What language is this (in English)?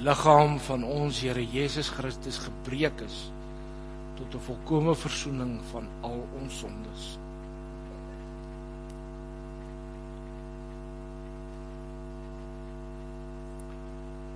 Afrikaans